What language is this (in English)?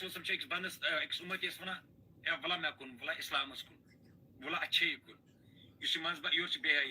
Kashmiri